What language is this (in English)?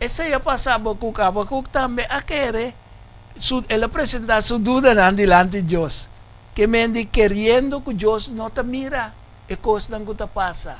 Papiamento